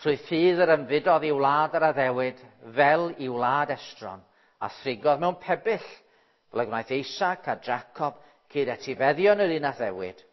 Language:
Welsh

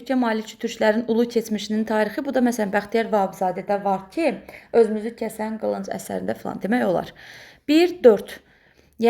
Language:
Azerbaijani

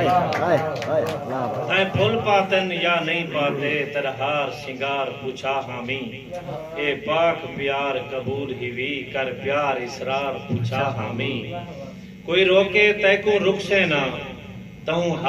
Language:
Saraiki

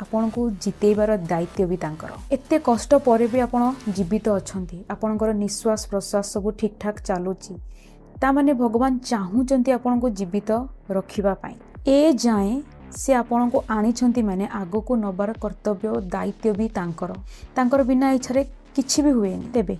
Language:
Odia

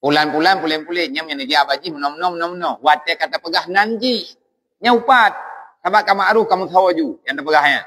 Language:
Achinese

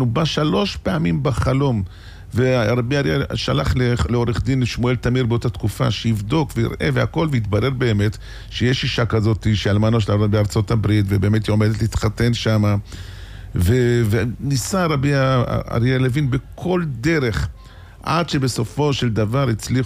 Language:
Hebrew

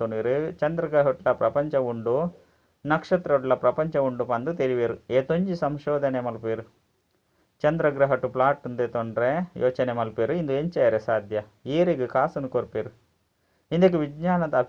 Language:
Tulu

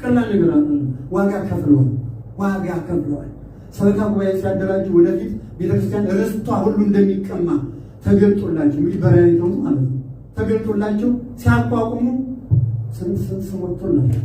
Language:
Amharic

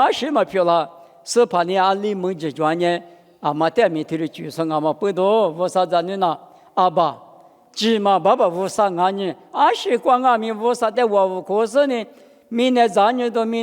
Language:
Lisu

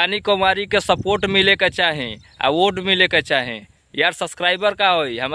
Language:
Bhojpuri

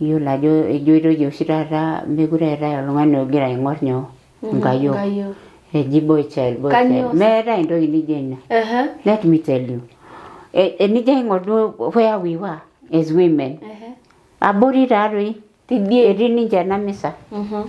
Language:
Masai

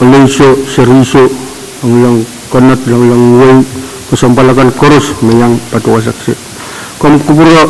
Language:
Pohnpeian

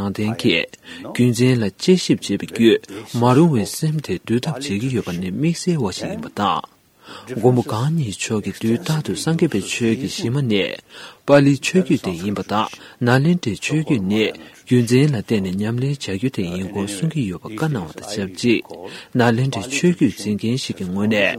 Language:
Tibetan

